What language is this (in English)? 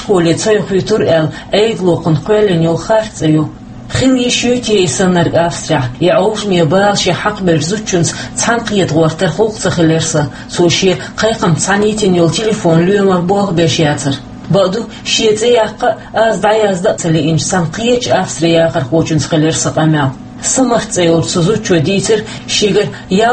Chechen